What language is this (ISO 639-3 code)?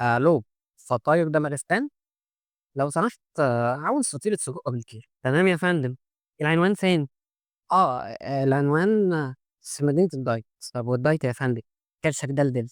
arz